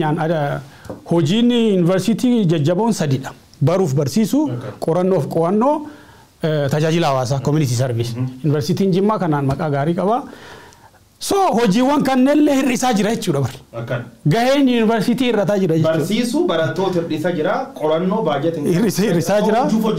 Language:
Oromo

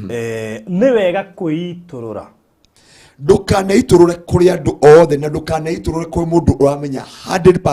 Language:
Kikuyu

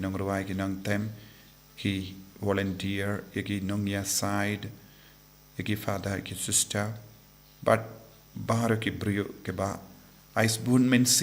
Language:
Khasi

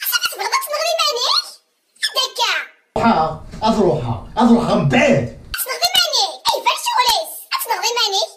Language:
Kabyle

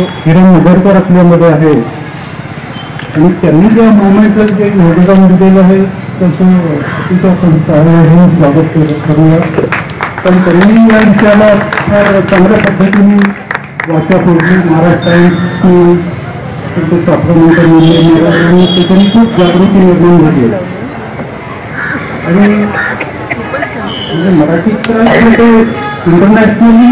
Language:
Marathi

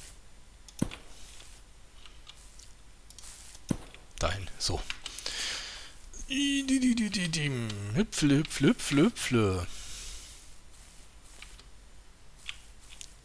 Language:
German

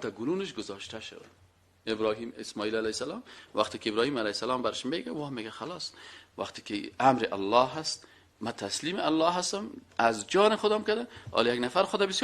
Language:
Persian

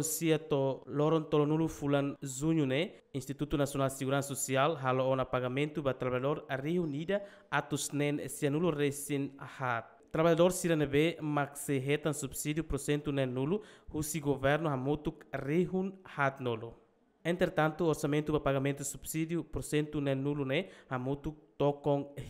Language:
Tetum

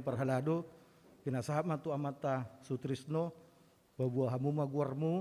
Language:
Batak Toba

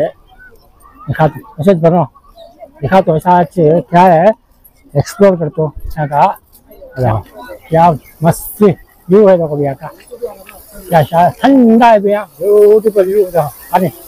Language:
Hindi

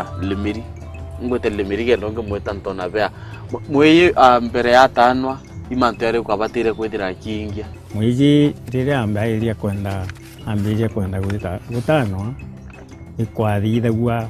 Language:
Meru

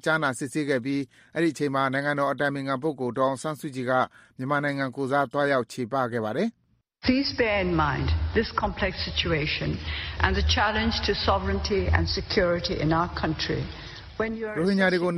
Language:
Burmese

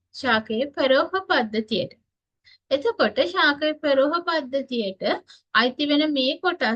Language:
Sinhala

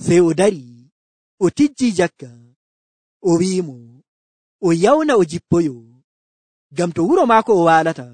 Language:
Nigerian Fulfulde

